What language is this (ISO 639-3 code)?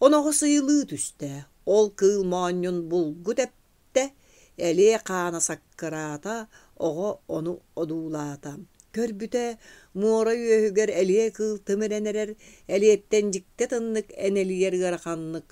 sah